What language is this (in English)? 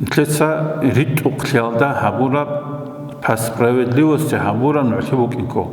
Avaric